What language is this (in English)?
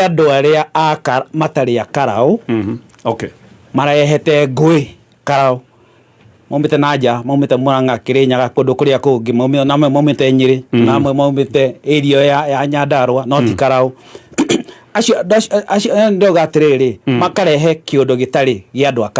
Kikuyu